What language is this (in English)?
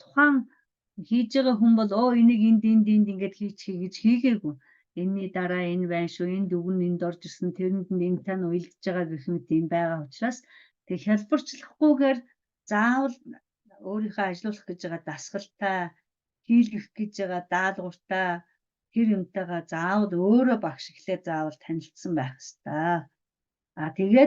Mongolian